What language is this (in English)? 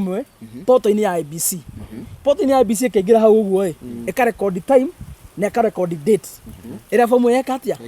Kikuyu